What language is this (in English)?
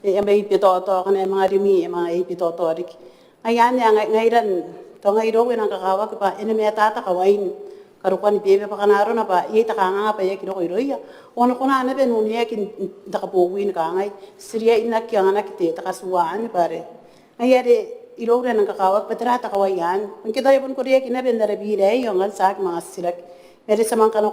Gilbertese